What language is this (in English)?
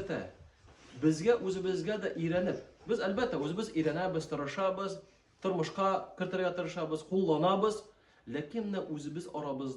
Tatar